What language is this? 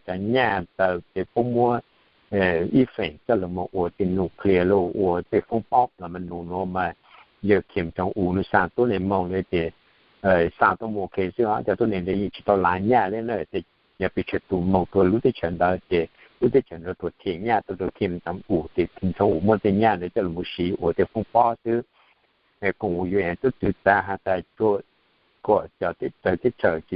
Hmong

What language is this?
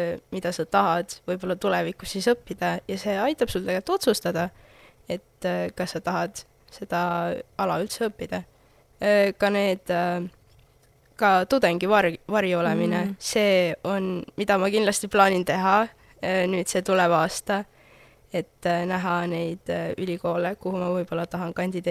Estonian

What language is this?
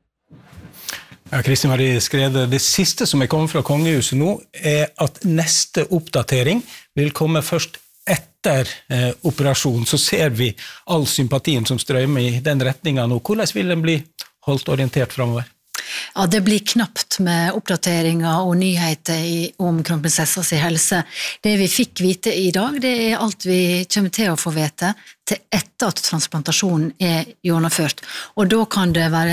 Norwegian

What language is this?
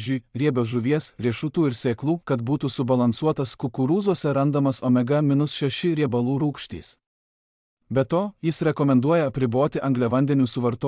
Lithuanian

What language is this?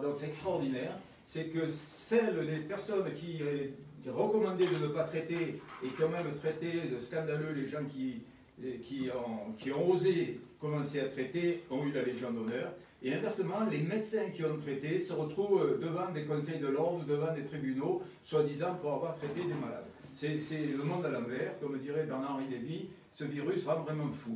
French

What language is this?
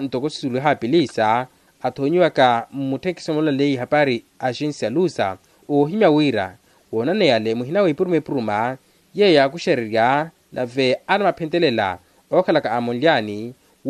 Makhuwa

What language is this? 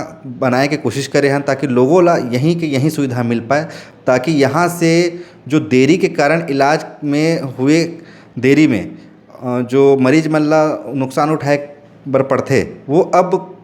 Chhattisgarhi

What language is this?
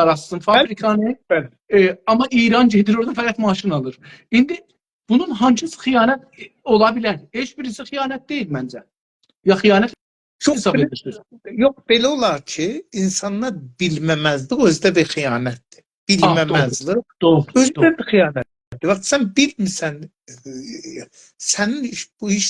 South Azerbaijani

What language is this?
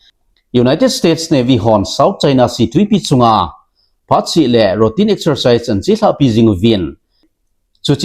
Thado Chin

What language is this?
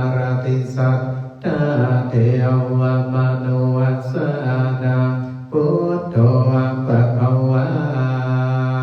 Pali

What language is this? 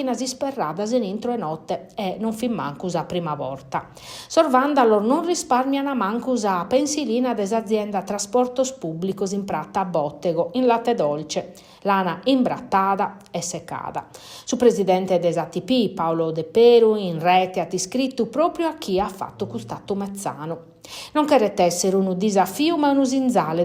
Sardinian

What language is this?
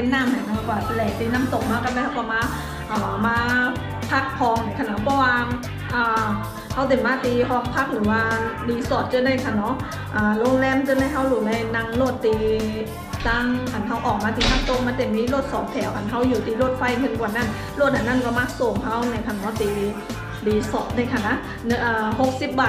Shan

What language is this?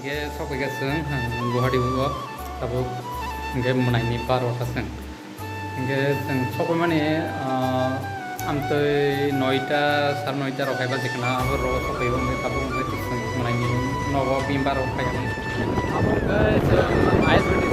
Kok Borok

